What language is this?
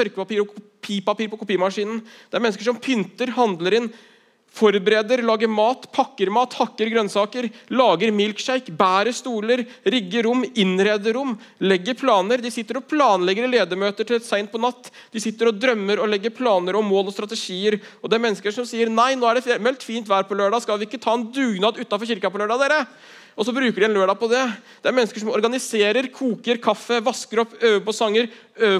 Norwegian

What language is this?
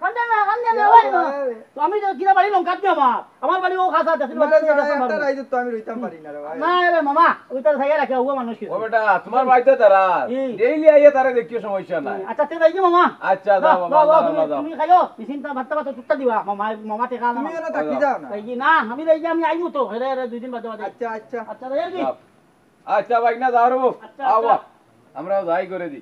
Sylheti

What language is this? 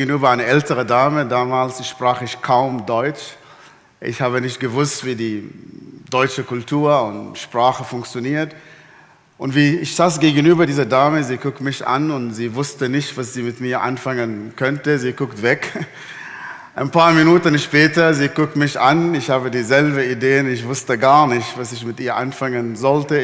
Swiss German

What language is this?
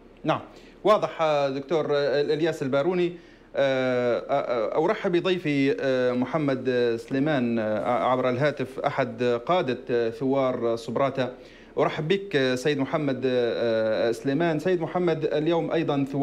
Arabic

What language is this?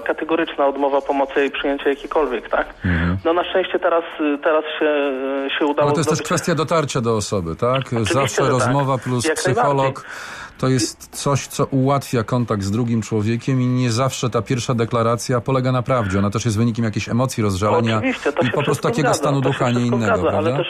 Polish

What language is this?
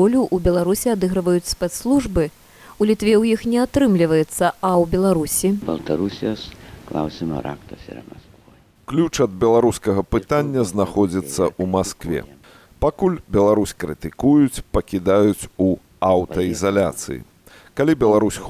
Belarusian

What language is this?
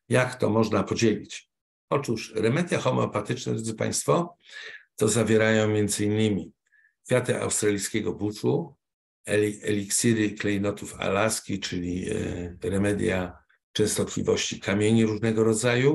Polish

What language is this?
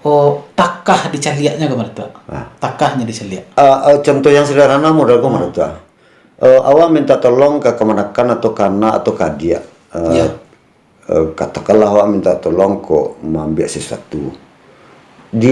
Minangkabau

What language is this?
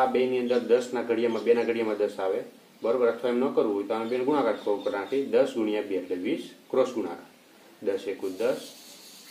Gujarati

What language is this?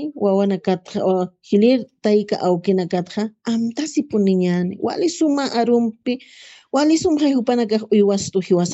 Aymara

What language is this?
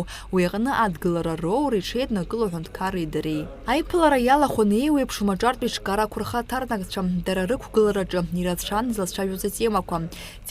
Abkhazian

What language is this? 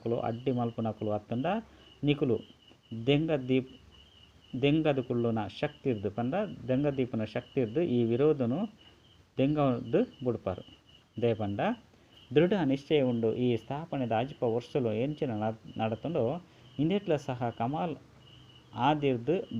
Tulu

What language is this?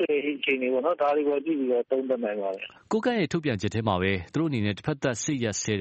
Burmese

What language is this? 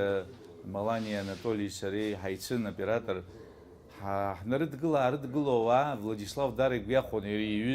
Abkhazian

